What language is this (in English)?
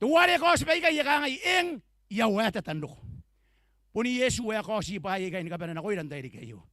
Gilbertese